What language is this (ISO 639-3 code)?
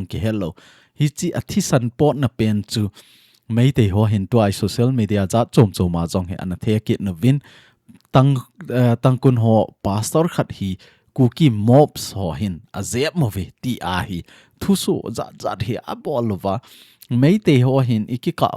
tcz